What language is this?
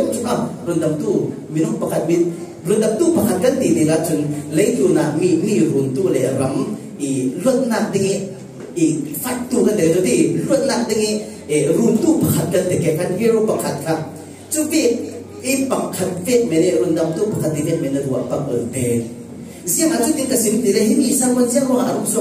Falam Chin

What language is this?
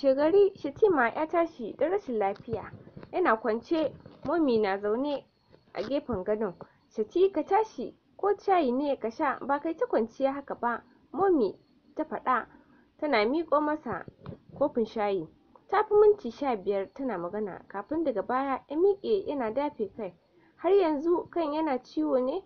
Hausa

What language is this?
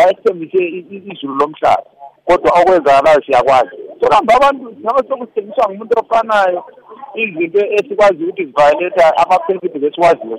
North Ndebele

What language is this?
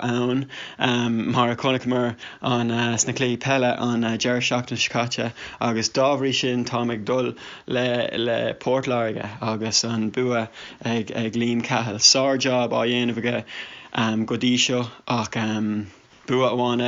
Irish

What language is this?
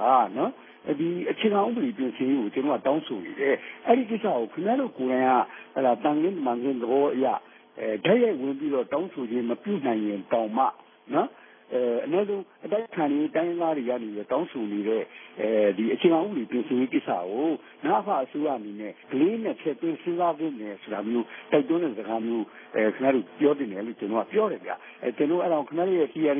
Burmese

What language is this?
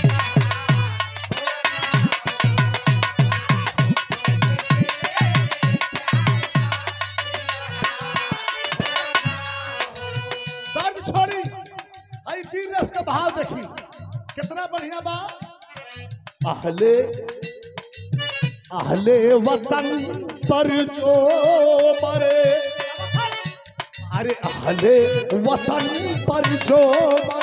Bhojpuri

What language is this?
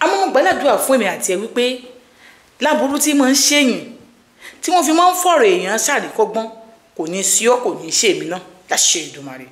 Yoruba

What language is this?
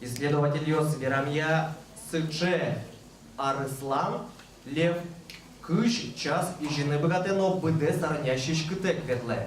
Udmurt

